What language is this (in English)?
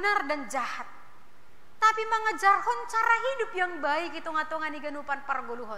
Batak Simalungun